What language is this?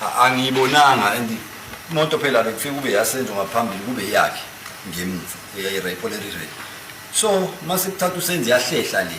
Zulu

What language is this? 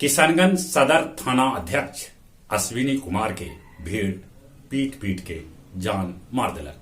Magahi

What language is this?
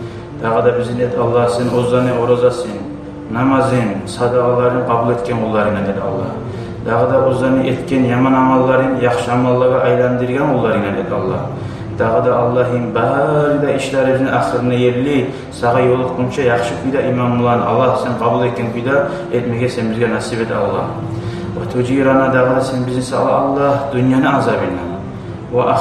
Kumyk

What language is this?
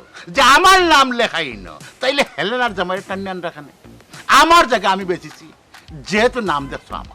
Sylheti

